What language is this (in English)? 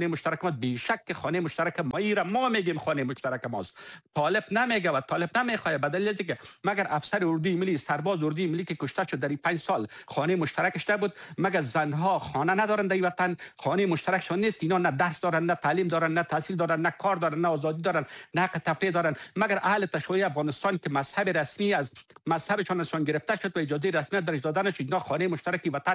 Persian